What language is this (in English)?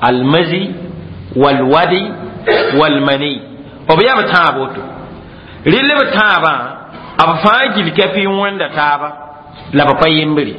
Mossi